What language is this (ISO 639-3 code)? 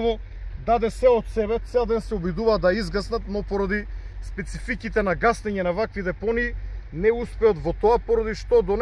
mkd